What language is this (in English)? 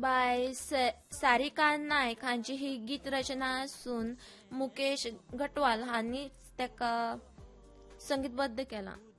Konkani